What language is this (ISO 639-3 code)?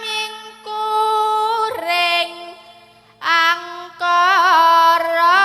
jav